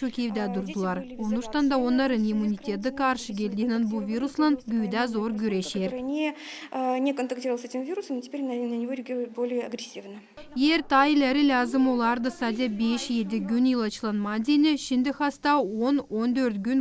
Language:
Gagauz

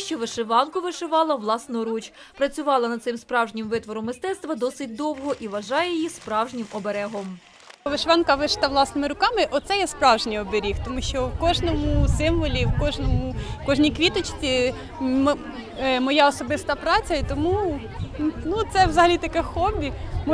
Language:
Ukrainian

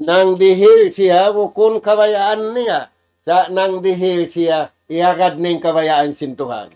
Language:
Tausug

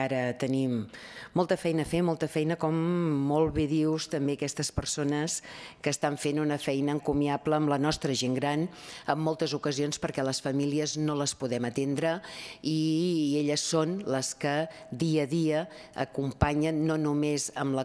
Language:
Catalan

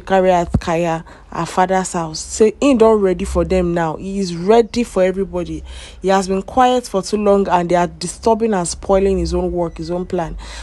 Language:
Nigerian Pidgin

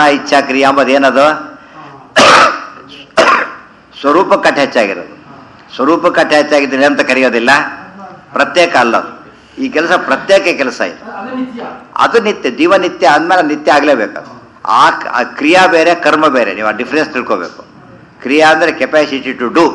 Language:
Kannada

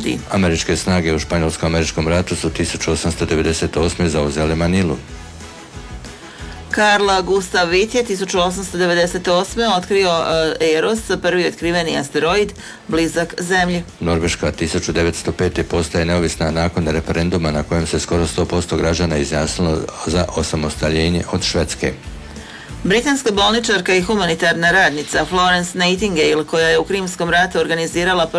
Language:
Croatian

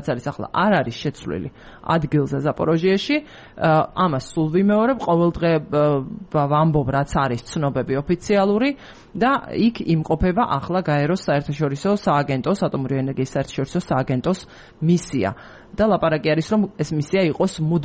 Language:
Georgian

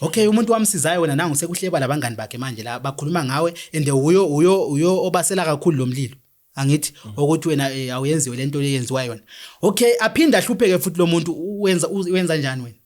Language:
Zulu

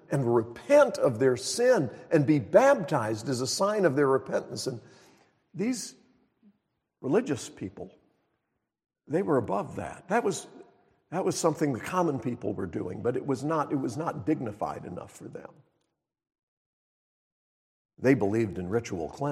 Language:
English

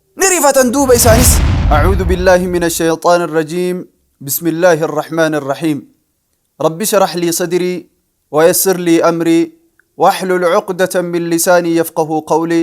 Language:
Oromo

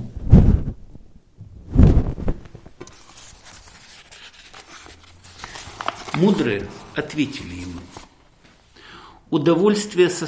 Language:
Russian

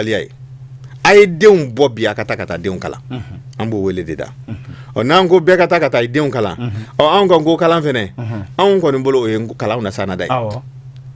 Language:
Bambara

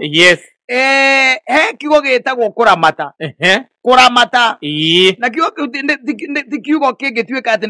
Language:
Kikuyu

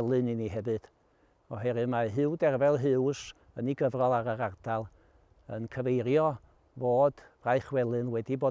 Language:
Welsh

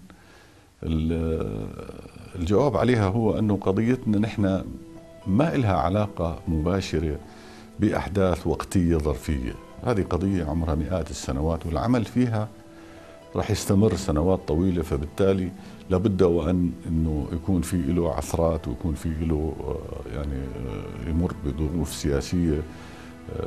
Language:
North Levantine Arabic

